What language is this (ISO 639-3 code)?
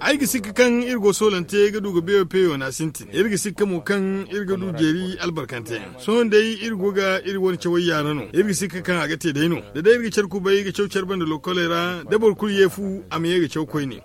dje